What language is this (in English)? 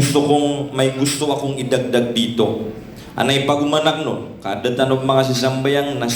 Maranao